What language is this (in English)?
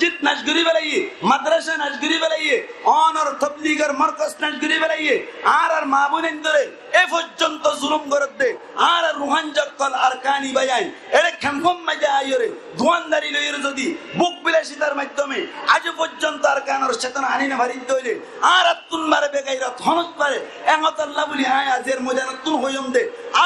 Rohingya